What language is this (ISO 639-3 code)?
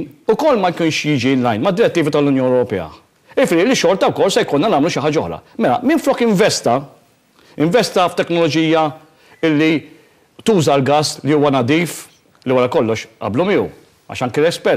mlt